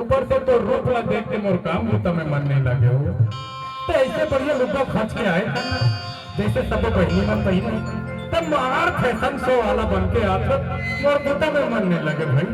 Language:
Chhattisgarhi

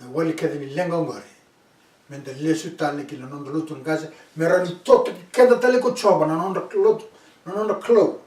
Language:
Fijian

